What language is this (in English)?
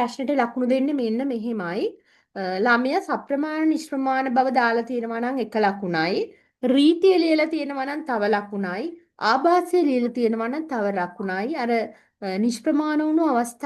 Sinhala